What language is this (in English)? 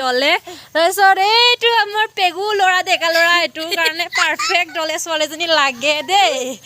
Assamese